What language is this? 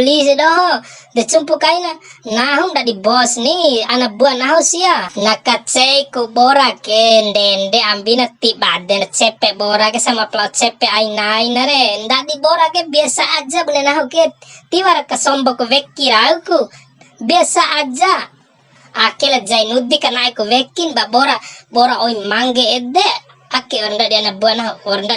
Bima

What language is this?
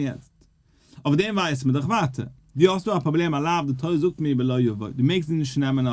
Yiddish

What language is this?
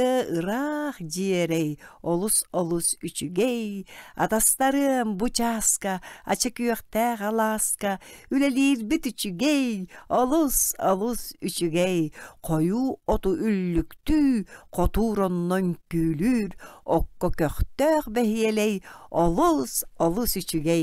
Yakut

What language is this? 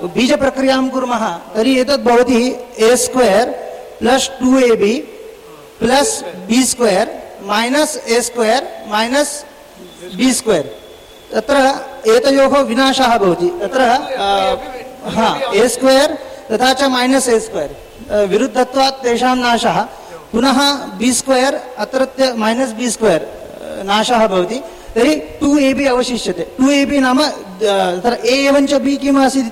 Sanskrit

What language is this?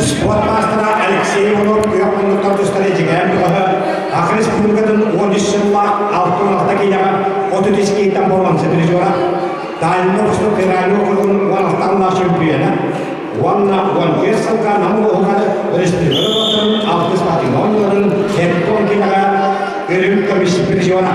Yakut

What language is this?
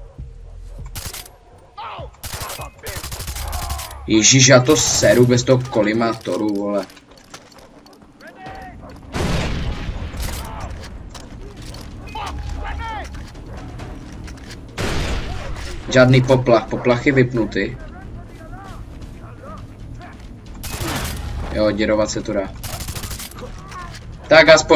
Czech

